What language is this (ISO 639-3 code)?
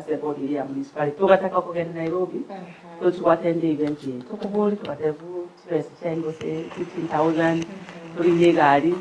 guz